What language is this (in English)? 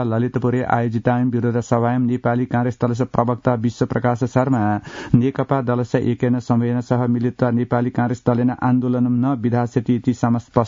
Sanskrit